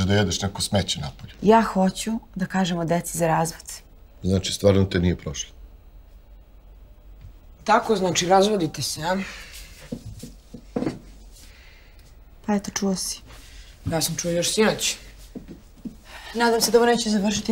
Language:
Serbian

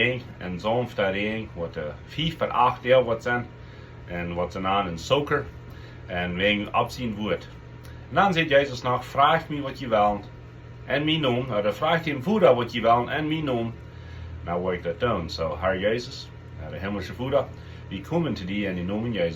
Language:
Plautdietsch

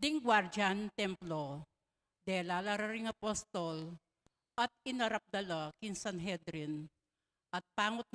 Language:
Pampanga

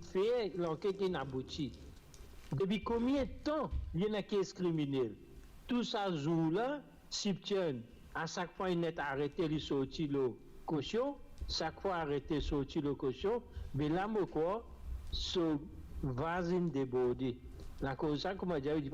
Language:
Morisyen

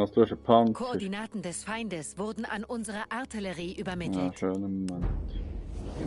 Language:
Swiss German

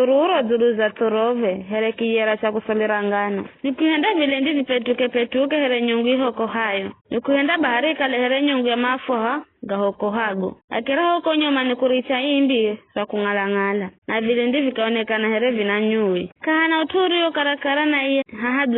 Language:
Giryama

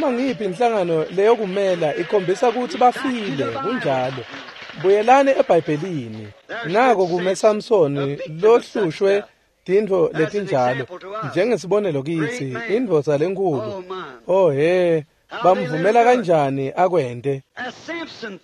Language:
Swati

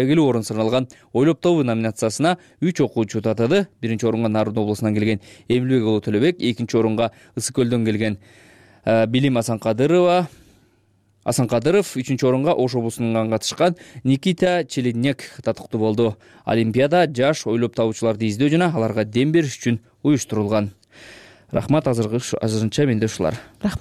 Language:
Kyrgyz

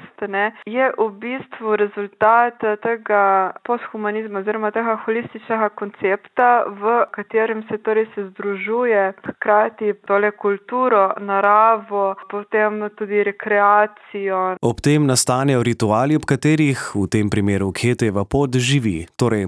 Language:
Slovenian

